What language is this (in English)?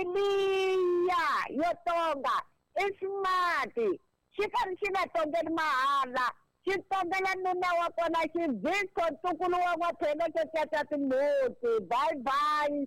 Tsonga